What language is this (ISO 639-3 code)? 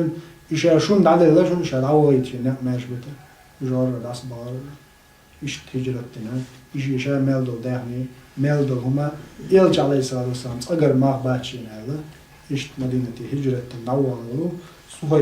che